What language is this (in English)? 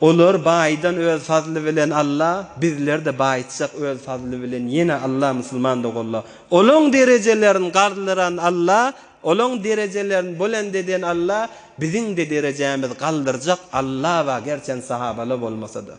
Turkmen